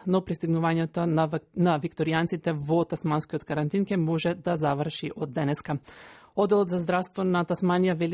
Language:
Macedonian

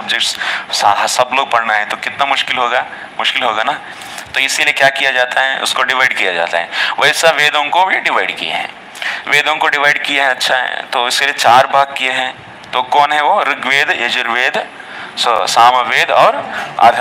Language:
Hindi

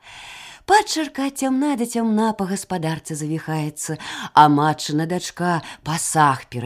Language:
Belarusian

